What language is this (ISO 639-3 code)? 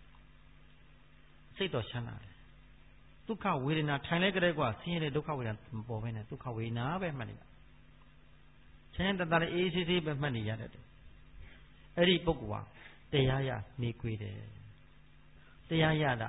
mya